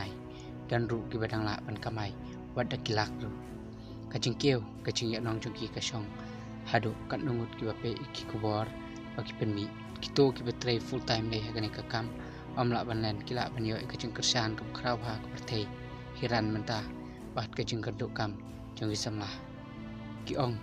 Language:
Khasi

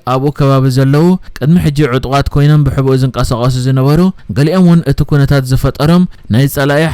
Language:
Tigrinya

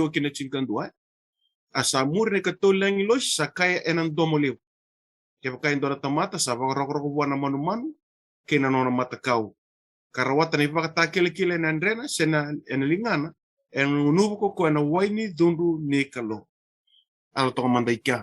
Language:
Fijian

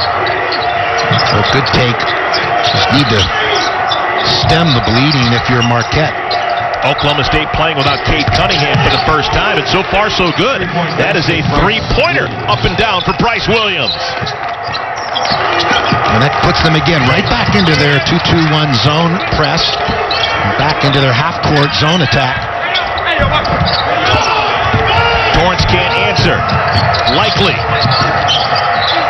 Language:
English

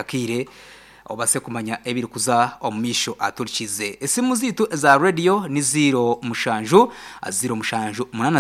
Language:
Nyankole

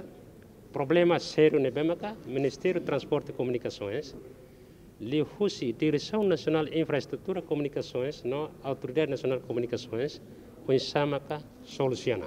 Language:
Tetum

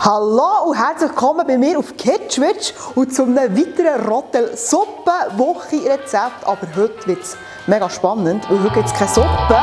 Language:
Swiss German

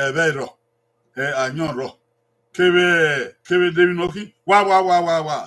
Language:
Bini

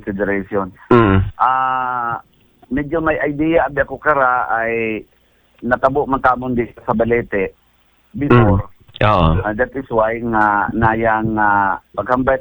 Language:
Aklanon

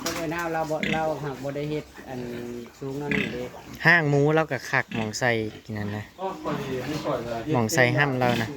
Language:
Northeastern Thai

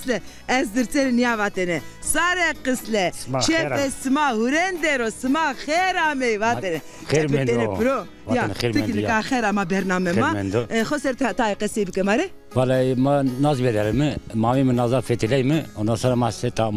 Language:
Zaza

